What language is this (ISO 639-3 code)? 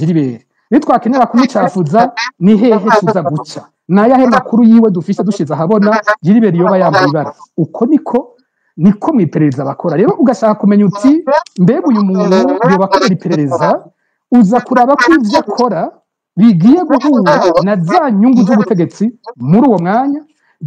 run